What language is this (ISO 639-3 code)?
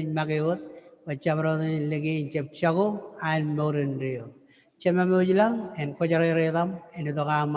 mah